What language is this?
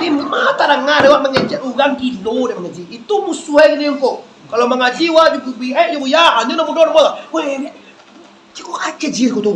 Minangkabau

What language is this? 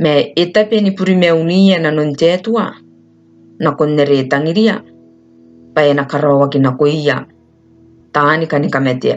Gilbertese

